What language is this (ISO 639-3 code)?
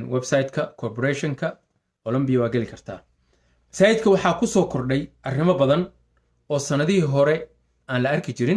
som